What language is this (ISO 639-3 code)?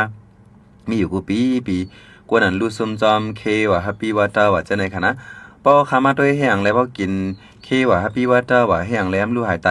shn